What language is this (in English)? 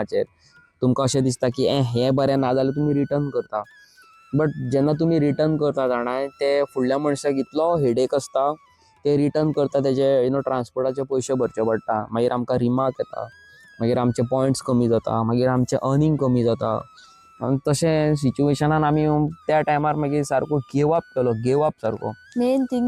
Konkani